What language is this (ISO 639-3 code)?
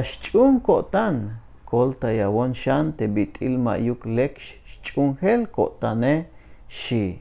tzh